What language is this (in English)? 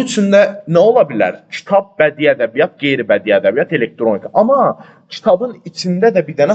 Azerbaijani